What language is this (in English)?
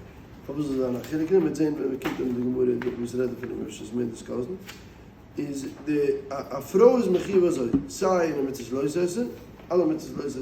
Yiddish